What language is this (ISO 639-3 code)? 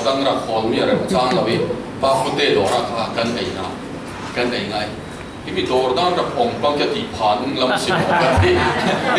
cfm